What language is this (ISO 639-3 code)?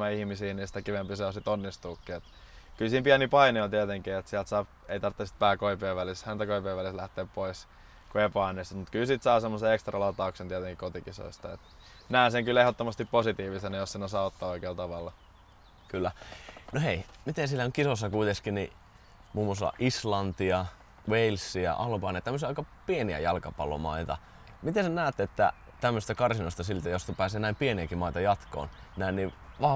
fin